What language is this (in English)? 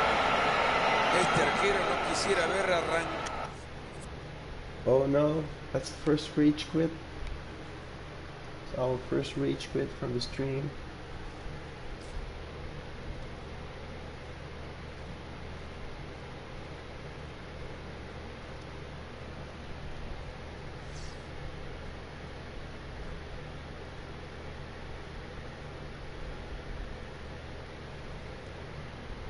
Spanish